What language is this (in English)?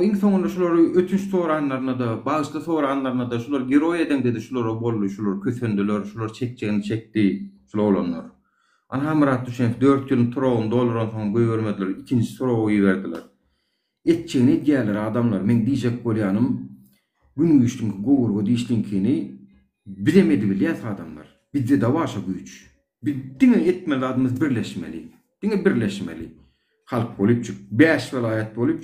Turkmen